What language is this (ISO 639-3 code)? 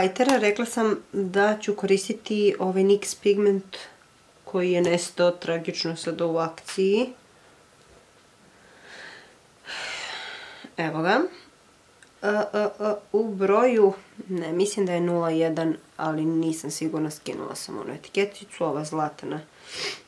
hrv